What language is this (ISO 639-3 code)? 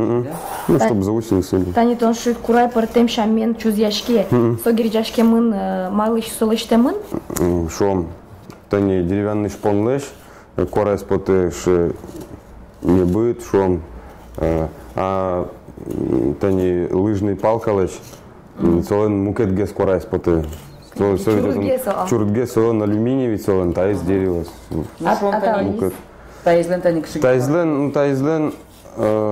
udm